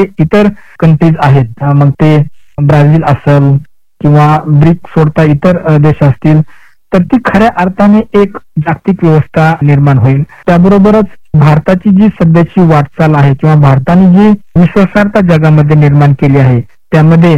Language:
Marathi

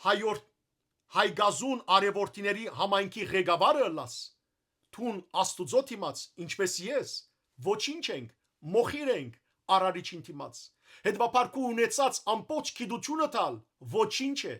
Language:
Western Armenian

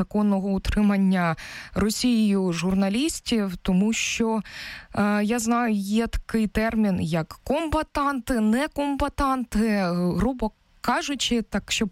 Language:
Ukrainian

